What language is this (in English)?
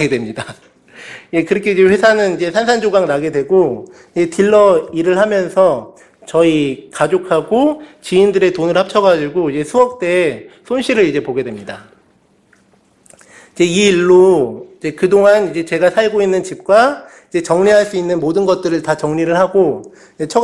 Korean